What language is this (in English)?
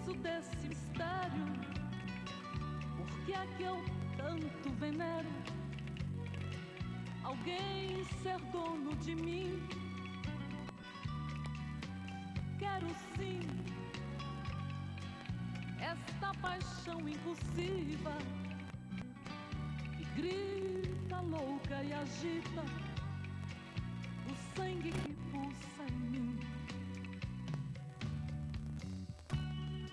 Portuguese